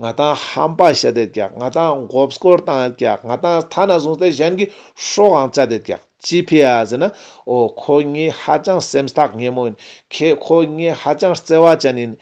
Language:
Ladakhi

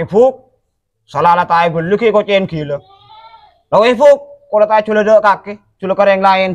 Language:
Madurese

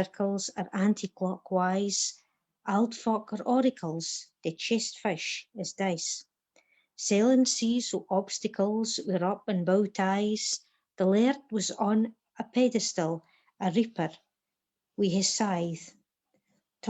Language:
Scots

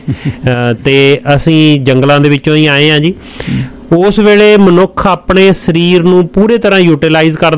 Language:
Punjabi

